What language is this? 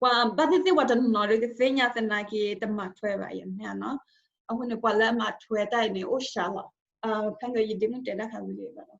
S'gaw Karen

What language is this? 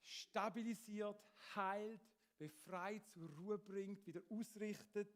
Swiss German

